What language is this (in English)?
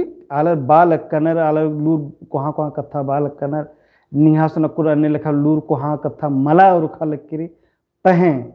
Kurukh